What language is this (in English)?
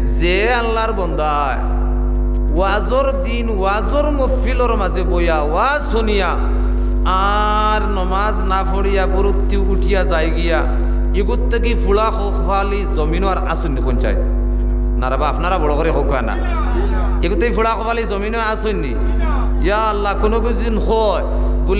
Sylheti